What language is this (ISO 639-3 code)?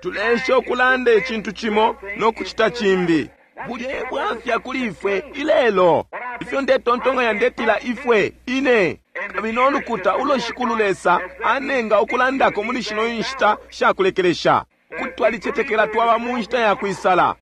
bem